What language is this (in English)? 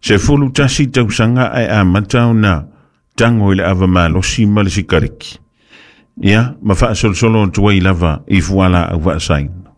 Samoan